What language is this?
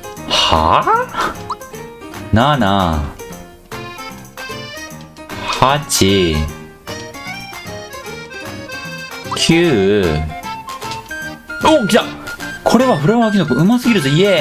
Japanese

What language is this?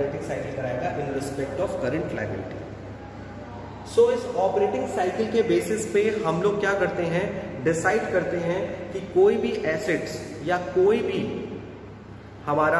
Hindi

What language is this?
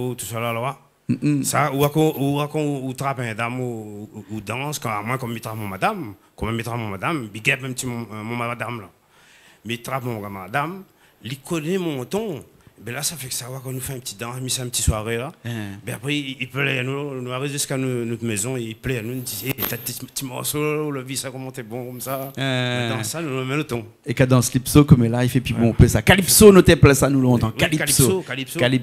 Réunion Creole French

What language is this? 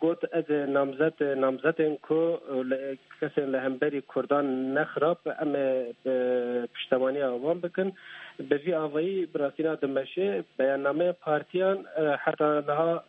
Kurdish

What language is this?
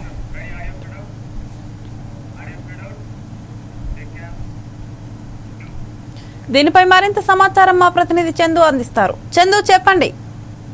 Telugu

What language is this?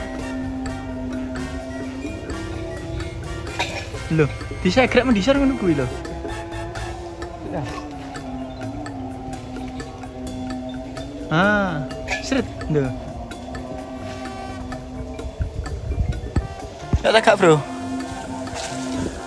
Javanese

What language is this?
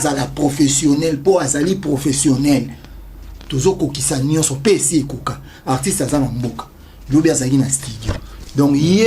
Lingala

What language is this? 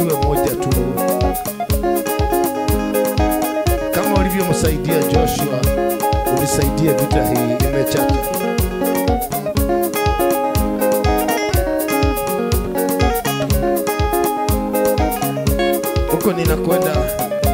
Swahili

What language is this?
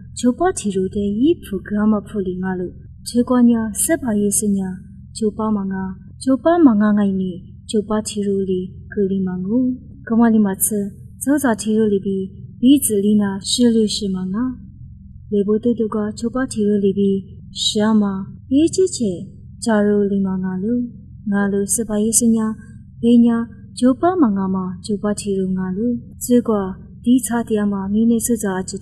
Lisu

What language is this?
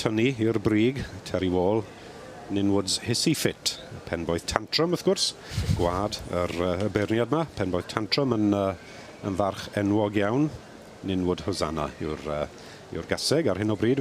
Welsh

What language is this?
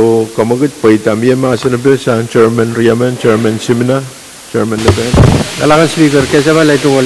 Pohnpeian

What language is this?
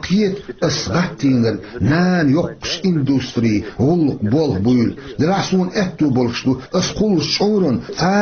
Chechen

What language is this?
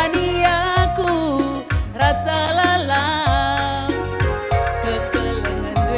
Batak Karo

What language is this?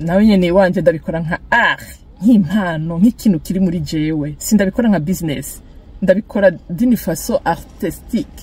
Rundi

